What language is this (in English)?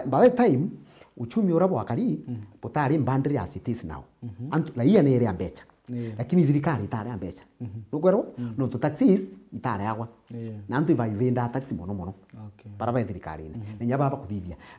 Meru